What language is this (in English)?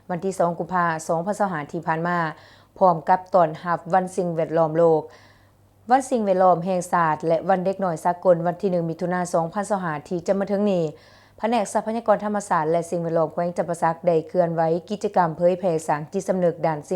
Lao